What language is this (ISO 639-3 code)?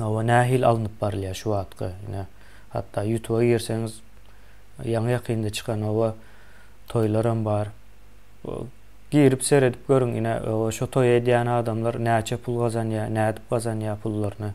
tuk